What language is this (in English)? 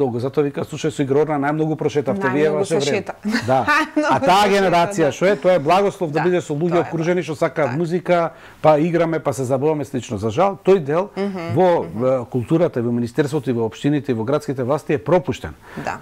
Macedonian